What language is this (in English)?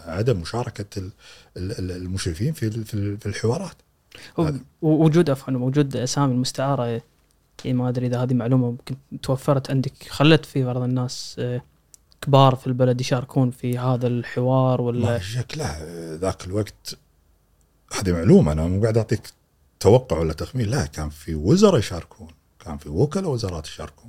Gulf Arabic